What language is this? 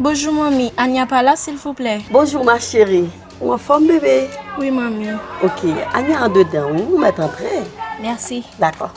Haitian Creole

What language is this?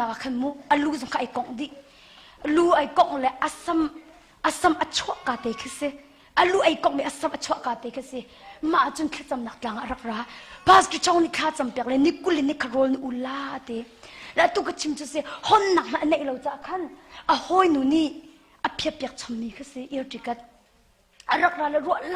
Hakha Chin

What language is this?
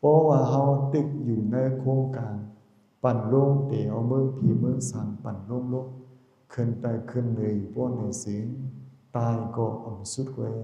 Shan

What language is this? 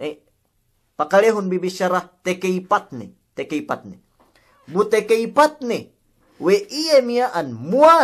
Yakan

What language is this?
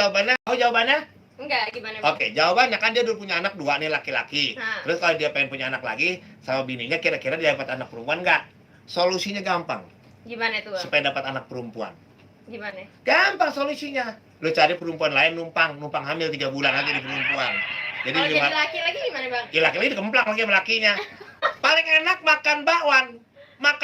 Betawi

